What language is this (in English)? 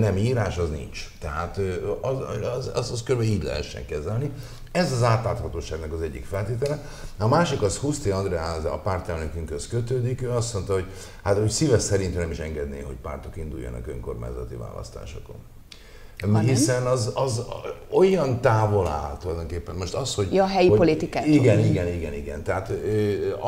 Hungarian